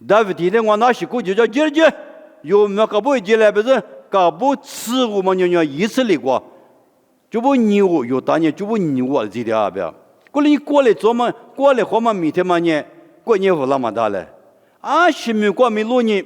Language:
Lisu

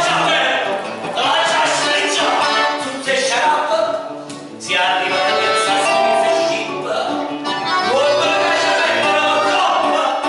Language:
Neapolitan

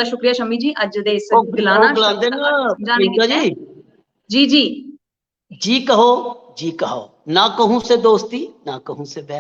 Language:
Dogri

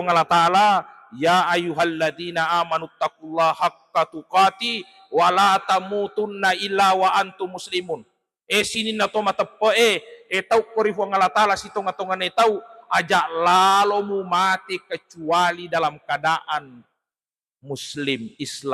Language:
Buginese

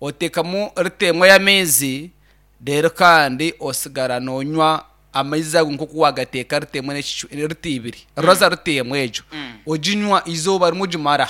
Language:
Nyankole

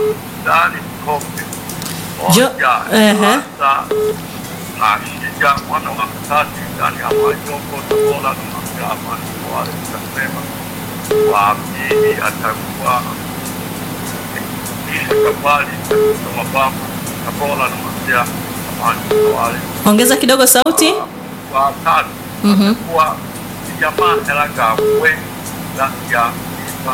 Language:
Swahili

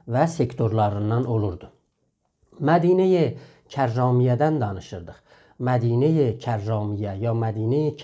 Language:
South Azerbaijani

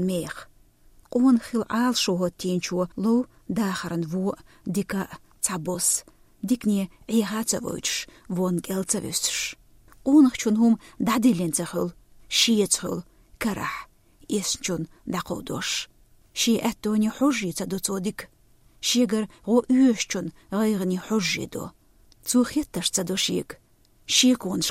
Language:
Chechen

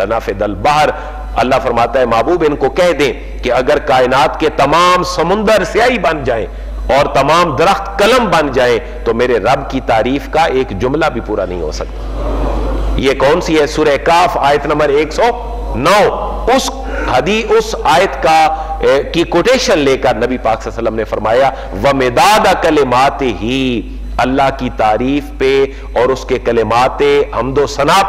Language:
Urdu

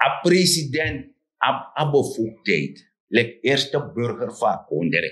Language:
Sranan Tongo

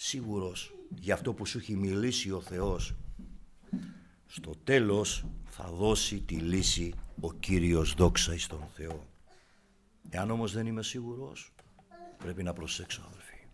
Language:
Greek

